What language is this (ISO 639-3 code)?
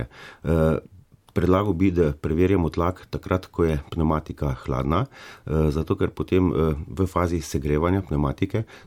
slv